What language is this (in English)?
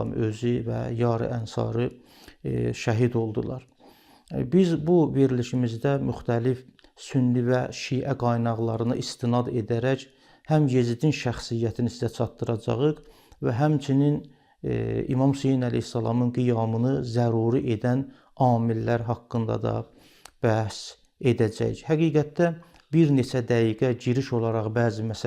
Azerbaijani